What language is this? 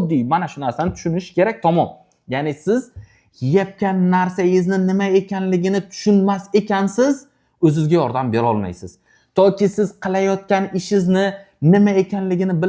Uzbek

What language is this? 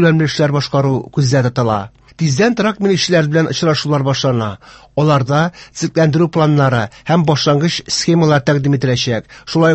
Tatar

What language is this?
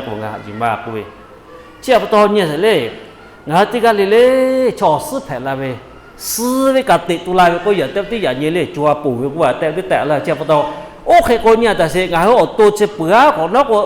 Lahu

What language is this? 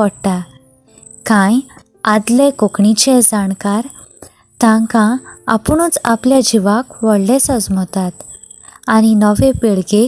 Konkani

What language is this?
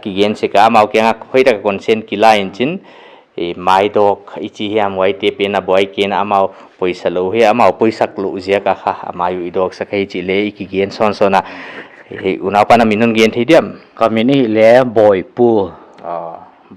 Paite Chin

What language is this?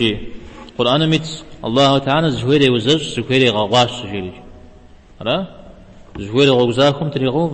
Kabardian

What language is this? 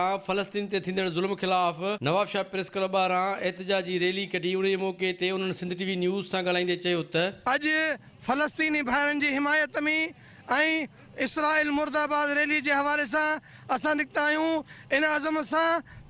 Sindhi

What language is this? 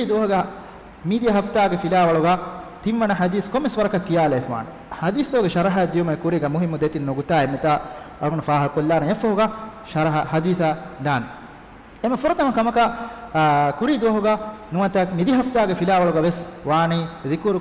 Divehi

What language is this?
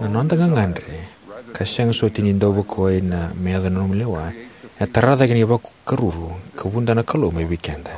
Fijian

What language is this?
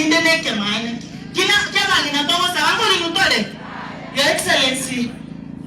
Gusii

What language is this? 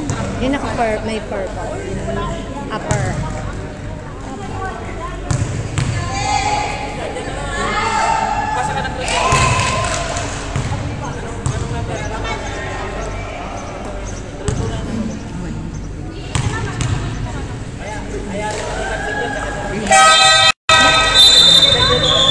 Filipino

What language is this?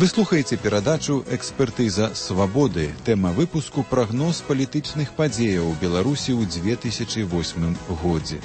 Belarusian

